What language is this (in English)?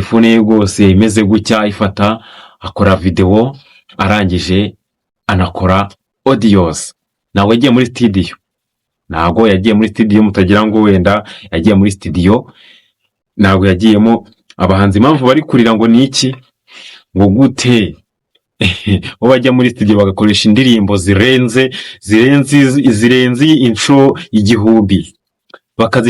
Kinyarwanda